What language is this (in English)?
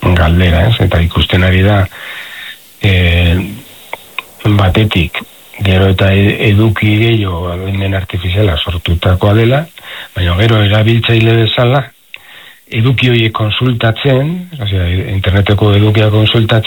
Basque